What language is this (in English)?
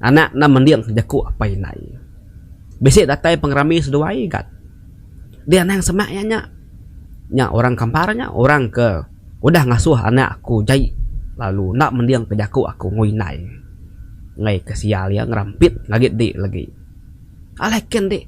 Iban